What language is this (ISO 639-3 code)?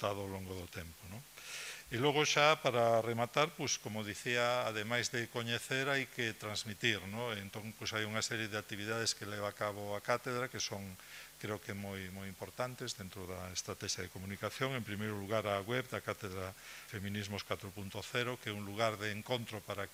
glg